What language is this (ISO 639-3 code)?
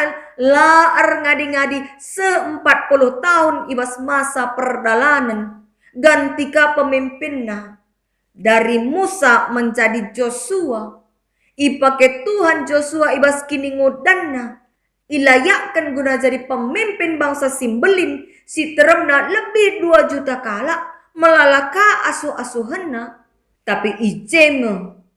btx